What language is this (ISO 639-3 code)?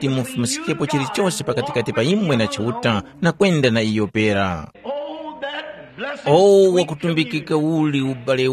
tum